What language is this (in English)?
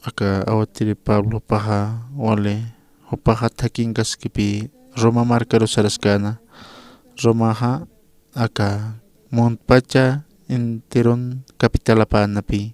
Aymara